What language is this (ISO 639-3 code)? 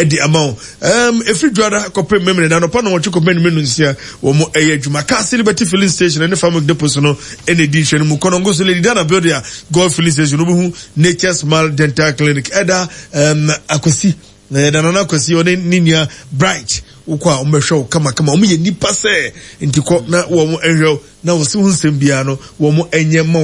aka